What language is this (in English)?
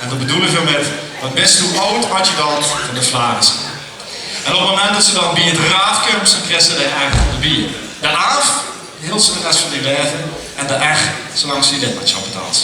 Limburgish